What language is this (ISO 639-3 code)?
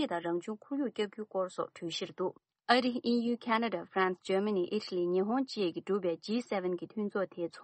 bod